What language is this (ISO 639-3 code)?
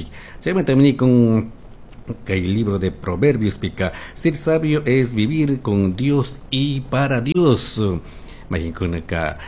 qug